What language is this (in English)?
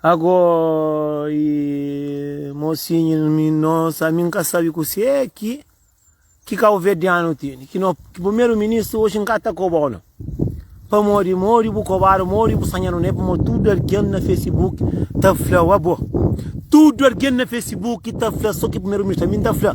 Kabuverdianu